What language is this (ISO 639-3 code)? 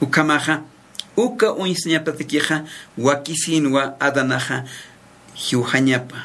aym